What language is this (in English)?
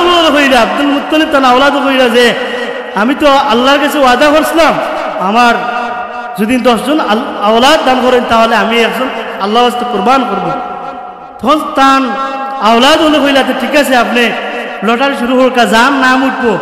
Sylheti